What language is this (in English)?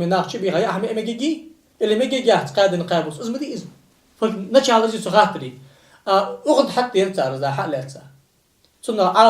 Ingush